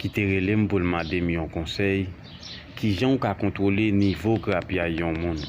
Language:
Haitian Creole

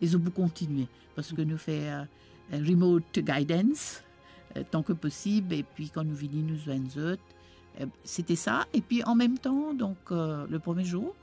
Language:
Morisyen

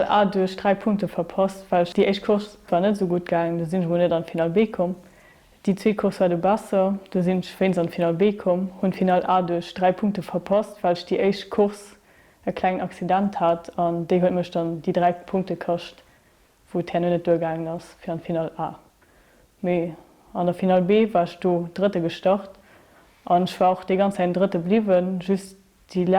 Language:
Luxembourgish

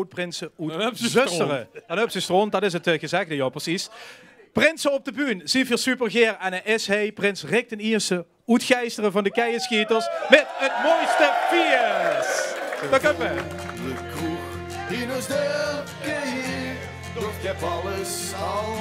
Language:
Limburgish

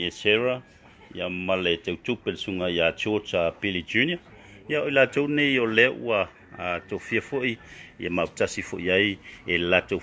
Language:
Samoan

